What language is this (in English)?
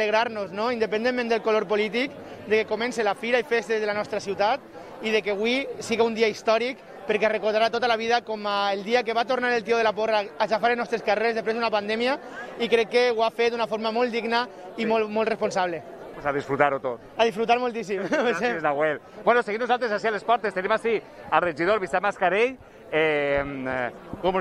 Catalan